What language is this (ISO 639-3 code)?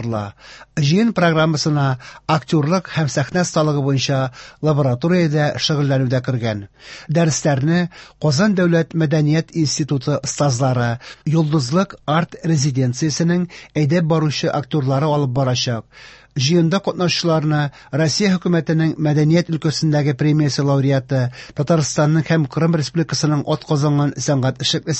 tat